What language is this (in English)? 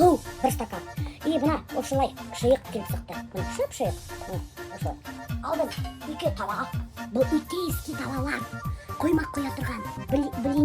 Bashkir